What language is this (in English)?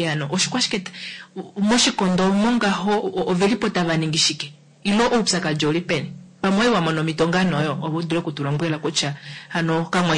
Kuanyama